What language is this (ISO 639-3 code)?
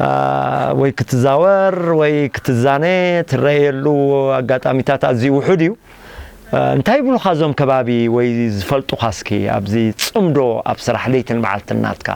tir